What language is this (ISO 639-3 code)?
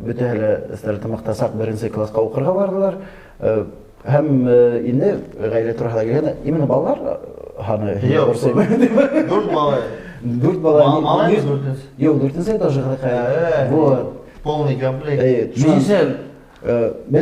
bak